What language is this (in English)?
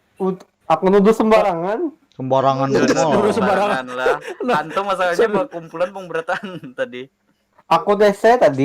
Banjar